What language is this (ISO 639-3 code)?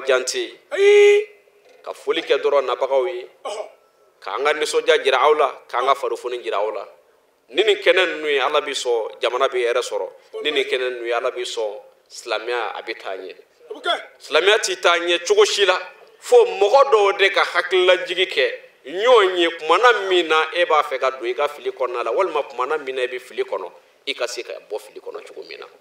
bam